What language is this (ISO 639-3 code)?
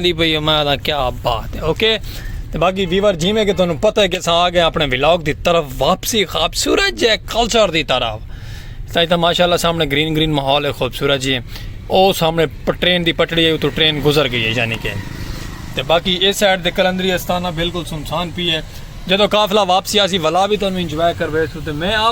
skr